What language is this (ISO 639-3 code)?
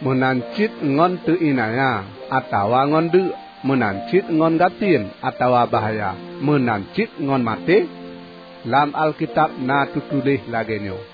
ace